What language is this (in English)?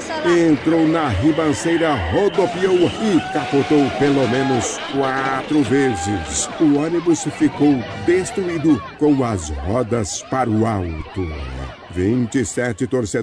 Portuguese